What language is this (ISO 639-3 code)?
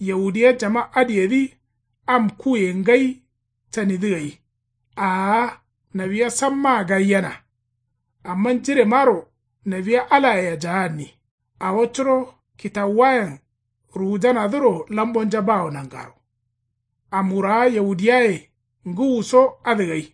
kau